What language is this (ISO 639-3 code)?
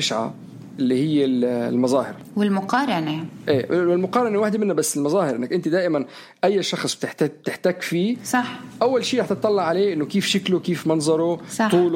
apc